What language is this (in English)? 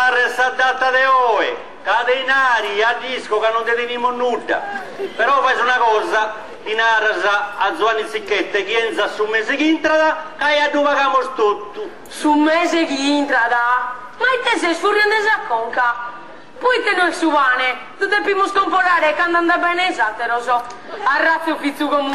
Sardinian